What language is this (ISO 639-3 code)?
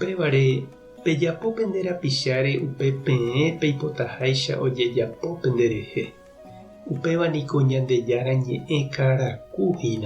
grn